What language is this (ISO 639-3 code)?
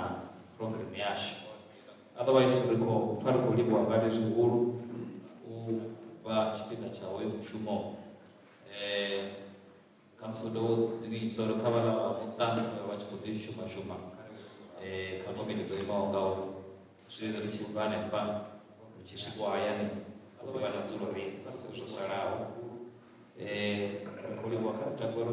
ven